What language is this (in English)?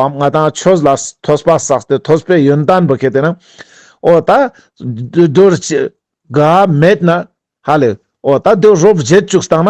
Ladakhi